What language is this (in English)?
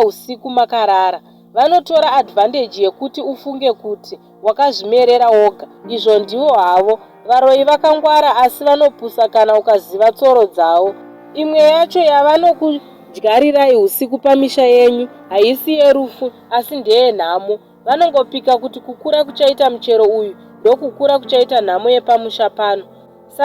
Shona